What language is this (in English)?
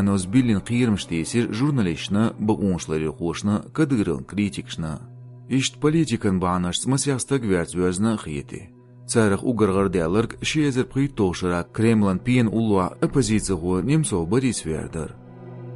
Chechen